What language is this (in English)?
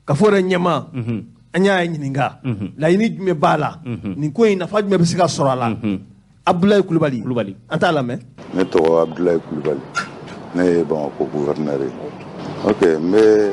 Bambara